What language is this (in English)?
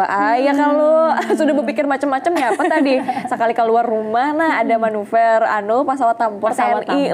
Banjar